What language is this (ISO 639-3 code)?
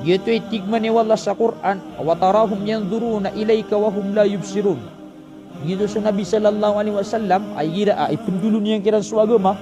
mrw